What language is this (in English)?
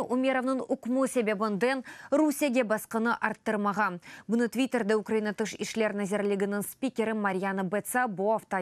Crimean Tatar